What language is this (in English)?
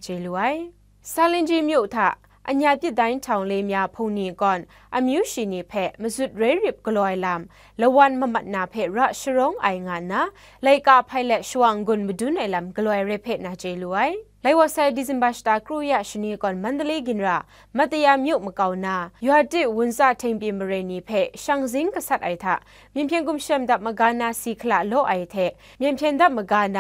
Kachin